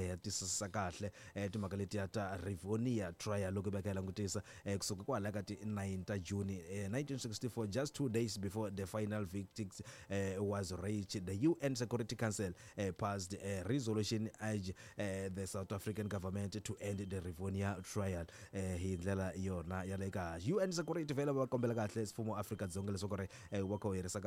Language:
Tsonga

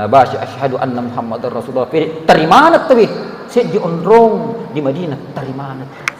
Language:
Buginese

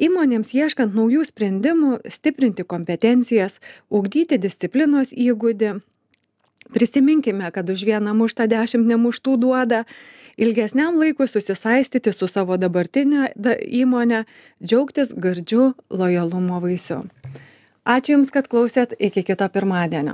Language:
Lithuanian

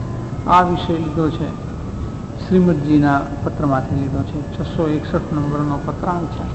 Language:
Gujarati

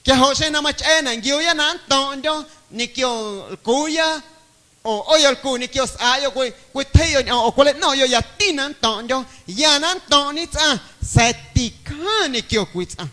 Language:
Guerrero Amuzgo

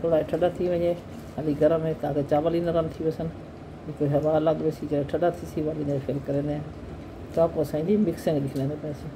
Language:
Saraiki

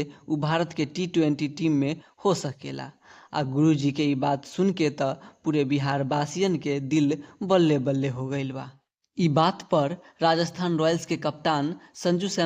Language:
Bhojpuri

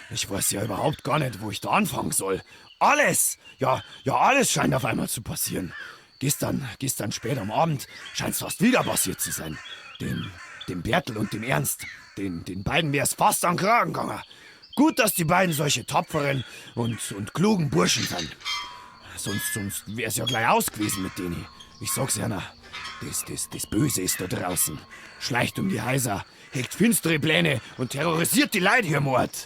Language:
Bavarian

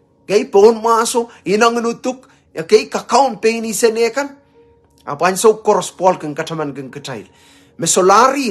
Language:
Pohnpeian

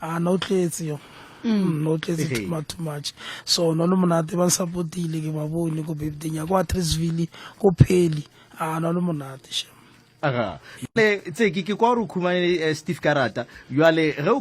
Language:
Northern Sotho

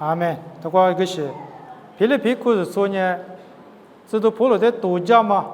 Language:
Lisu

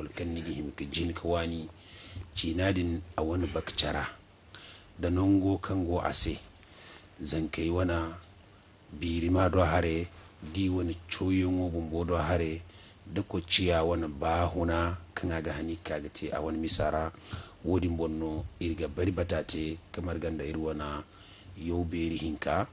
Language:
Zarma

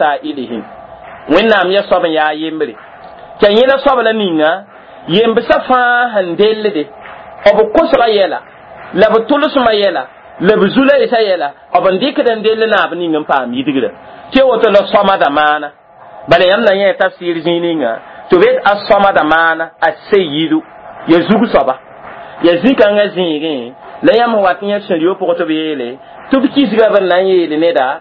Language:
Mossi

